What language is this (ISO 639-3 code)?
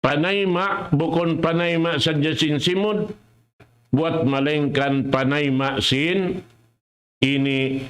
tsg